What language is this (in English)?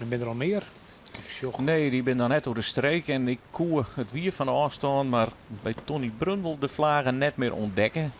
Western Frisian